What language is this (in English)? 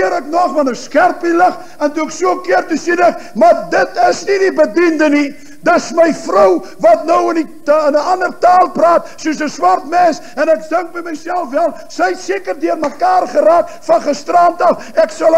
Afrikaans